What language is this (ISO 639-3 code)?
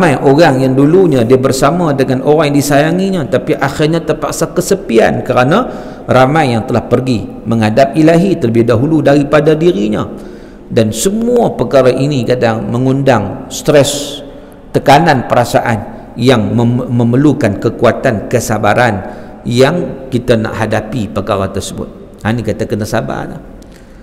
msa